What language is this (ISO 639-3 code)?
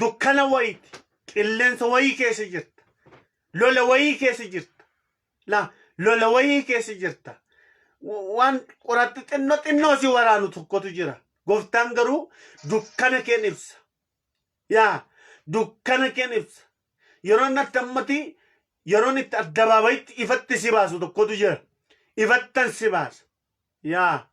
orm